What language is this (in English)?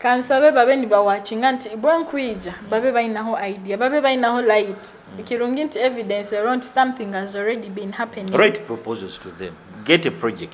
Nyoro